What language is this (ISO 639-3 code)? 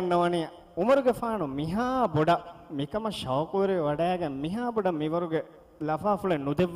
div